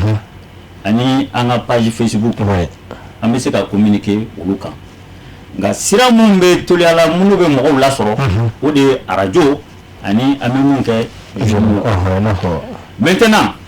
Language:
Bambara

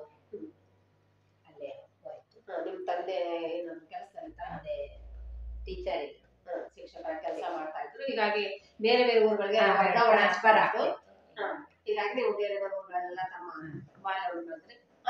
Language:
Kannada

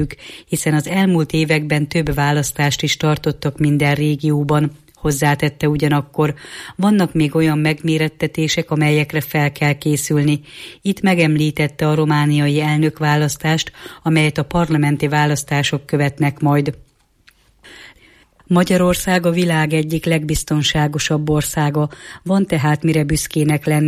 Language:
Hungarian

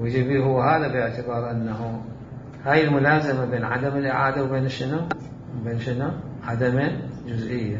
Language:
Mesopotamian Arabic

